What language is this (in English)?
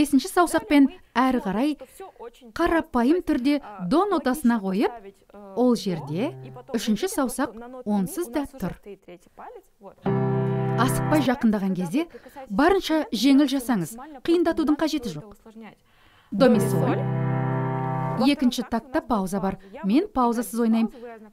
Kazakh